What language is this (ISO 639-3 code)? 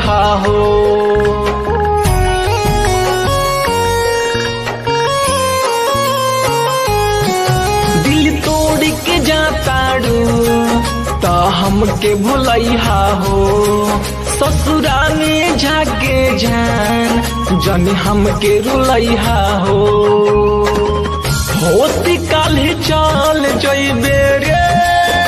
bho